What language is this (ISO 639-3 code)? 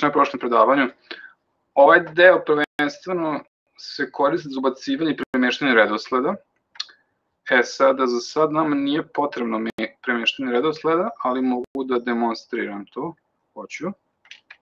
srp